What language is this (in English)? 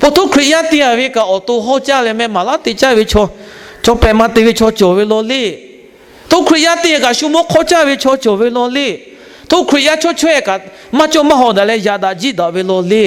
Lahu